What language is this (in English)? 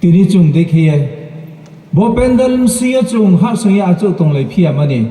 Riang (India)